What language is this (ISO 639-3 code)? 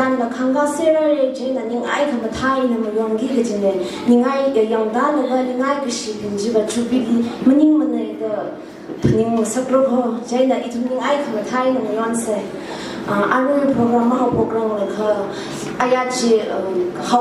nmf